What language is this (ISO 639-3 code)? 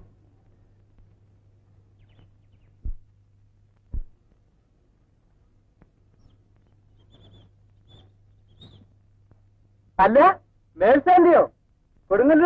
mal